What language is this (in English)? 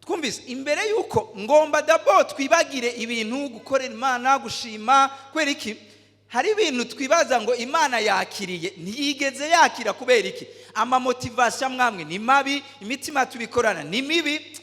Rundi